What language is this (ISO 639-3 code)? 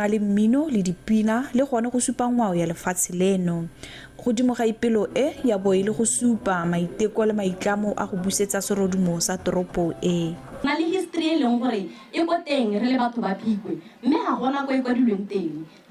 tsn